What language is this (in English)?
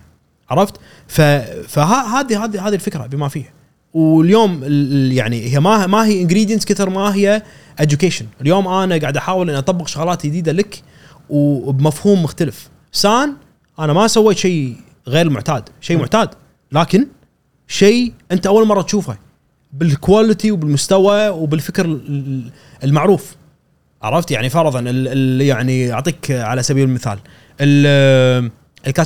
Gulf Arabic